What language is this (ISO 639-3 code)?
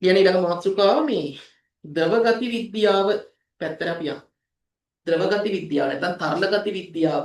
sin